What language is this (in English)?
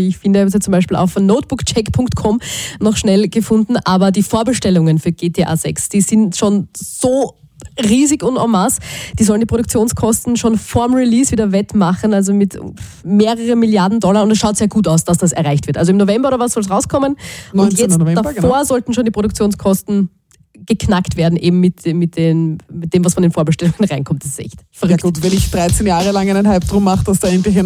German